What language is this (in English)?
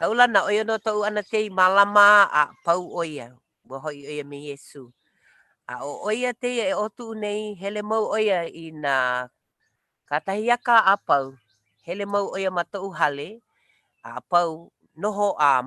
Hawaiian